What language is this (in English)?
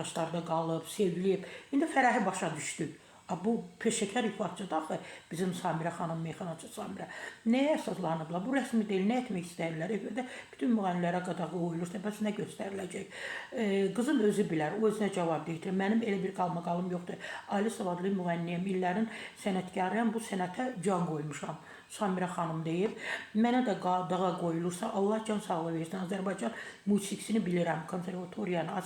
Azerbaijani